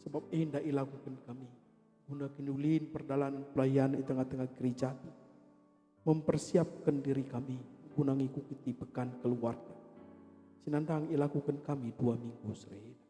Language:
Batak Karo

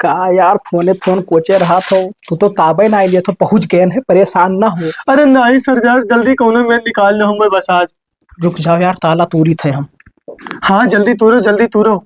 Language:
Awadhi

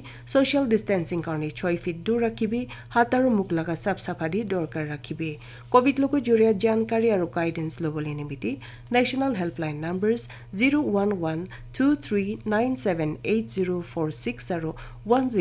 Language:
Naga Pidgin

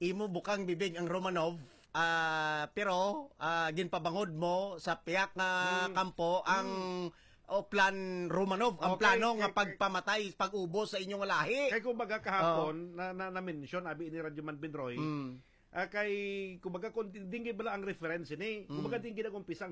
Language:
Hiligaynon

